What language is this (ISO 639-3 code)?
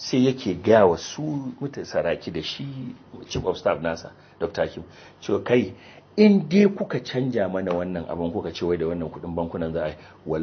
hau